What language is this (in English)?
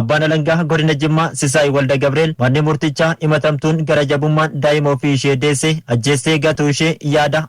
Oromo